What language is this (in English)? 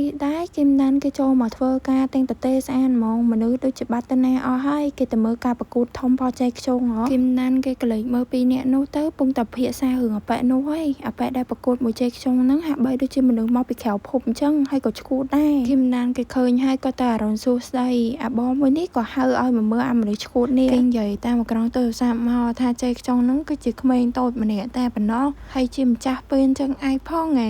Khmer